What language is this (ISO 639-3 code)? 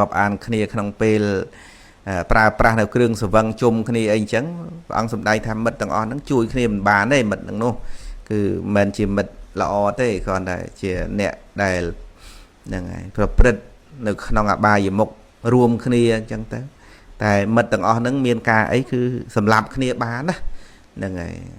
khm